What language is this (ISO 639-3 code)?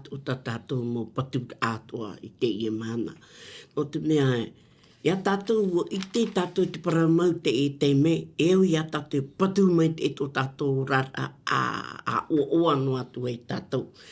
tah